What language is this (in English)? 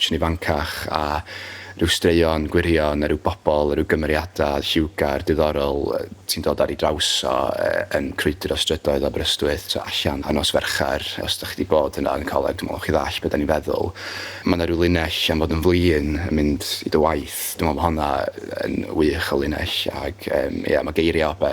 Welsh